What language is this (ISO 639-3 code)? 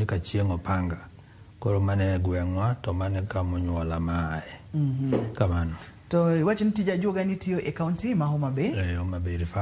luo